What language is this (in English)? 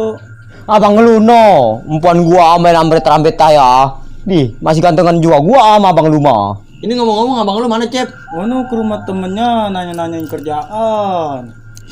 Betawi